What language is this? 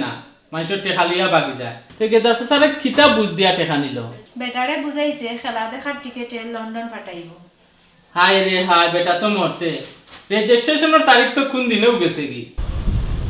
Sylheti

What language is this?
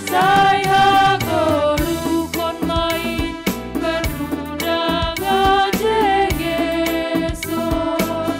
Batak Simalungun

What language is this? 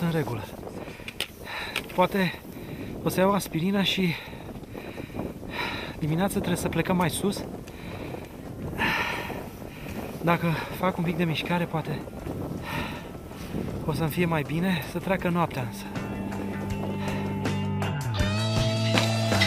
Romanian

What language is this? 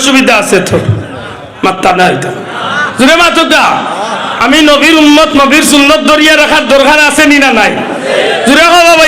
Sylheti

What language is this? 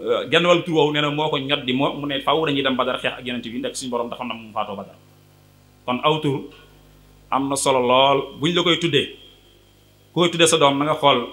Wolof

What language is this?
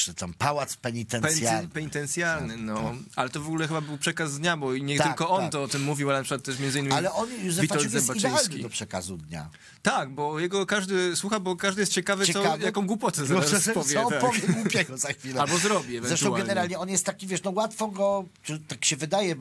Polish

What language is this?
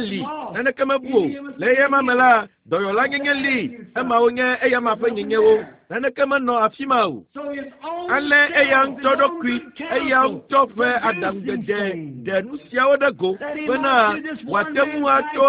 Ewe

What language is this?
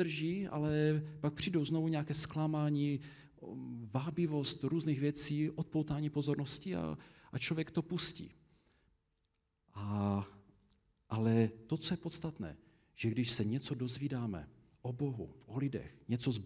Czech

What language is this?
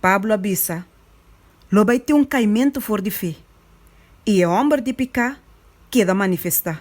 Papiamento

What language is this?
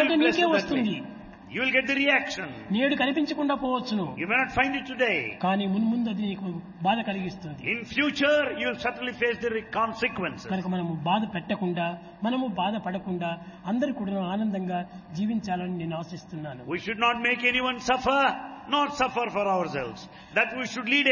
Telugu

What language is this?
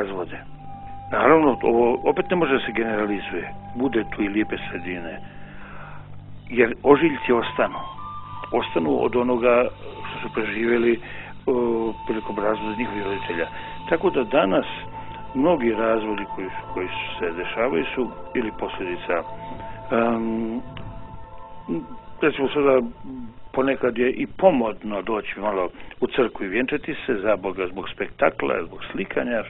Bosnian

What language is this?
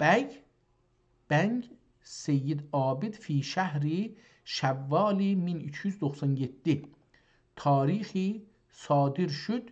South Azerbaijani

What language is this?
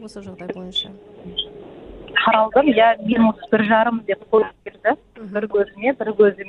Kazakh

